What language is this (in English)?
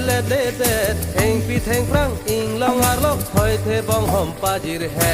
Karbi